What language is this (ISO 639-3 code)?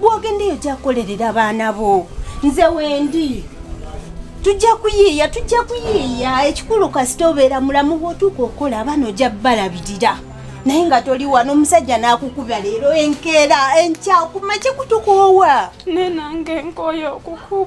lug